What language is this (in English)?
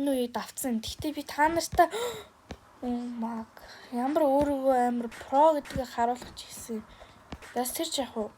Mongolian